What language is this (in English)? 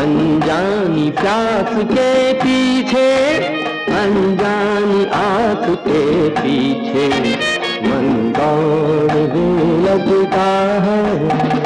Maithili